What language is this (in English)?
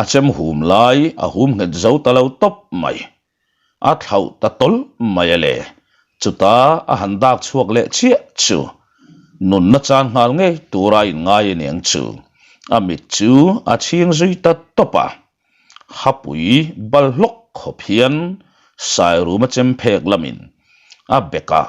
Mizo